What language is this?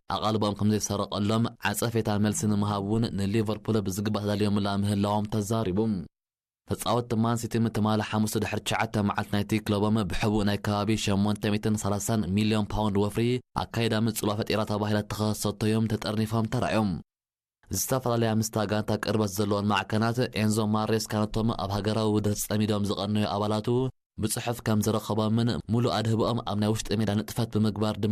Tigrinya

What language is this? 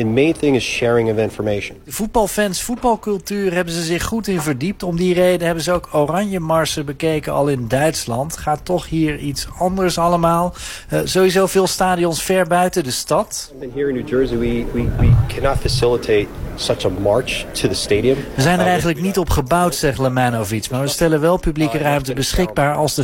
Dutch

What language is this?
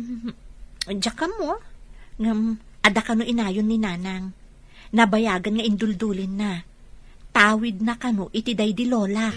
Iloko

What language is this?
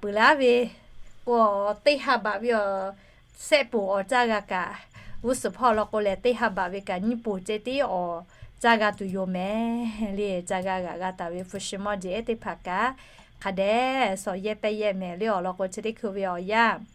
Lahu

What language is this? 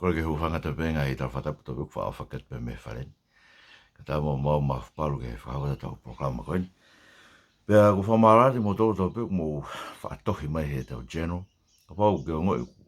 Tongan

